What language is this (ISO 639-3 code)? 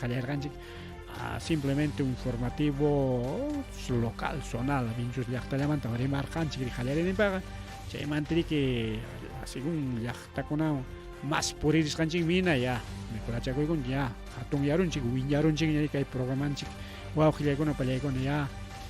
quy